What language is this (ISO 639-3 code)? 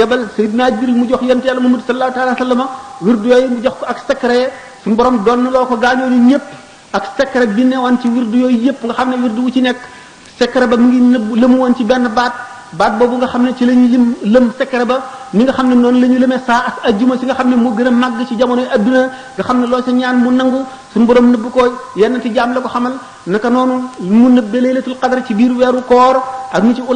wol